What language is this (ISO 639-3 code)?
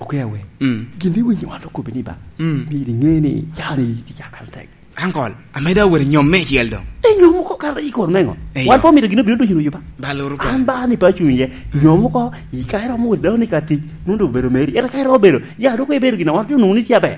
laj